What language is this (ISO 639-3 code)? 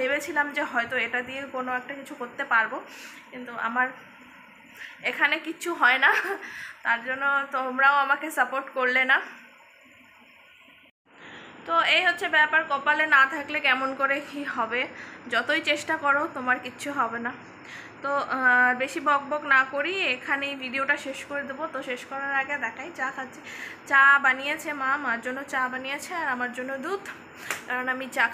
ben